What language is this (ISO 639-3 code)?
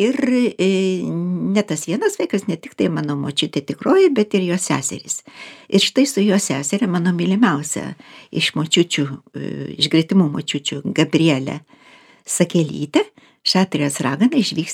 lit